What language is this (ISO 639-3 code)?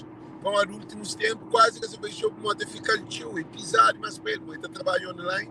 kea